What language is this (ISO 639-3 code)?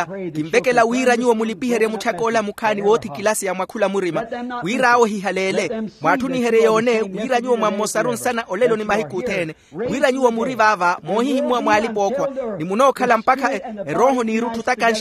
vmw